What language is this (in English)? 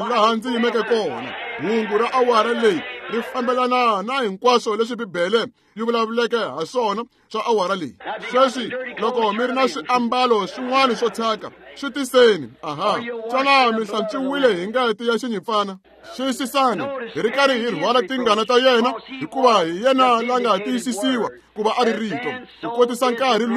Tsonga